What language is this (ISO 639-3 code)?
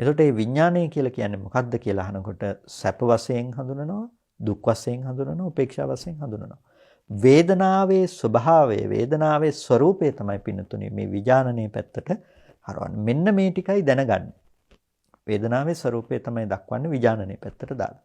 sin